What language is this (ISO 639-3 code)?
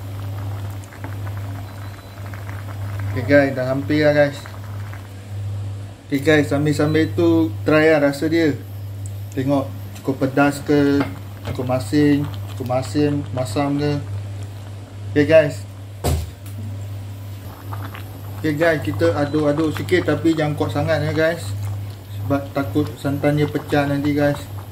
msa